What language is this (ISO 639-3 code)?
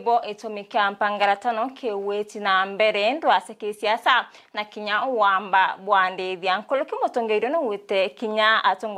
mer